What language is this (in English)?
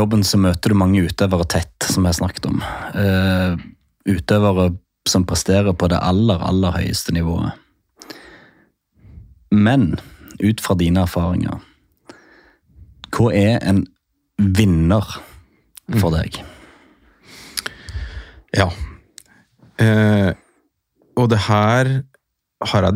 Norwegian